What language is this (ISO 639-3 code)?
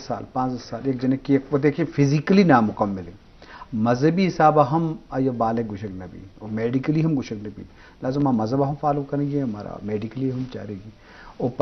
bgp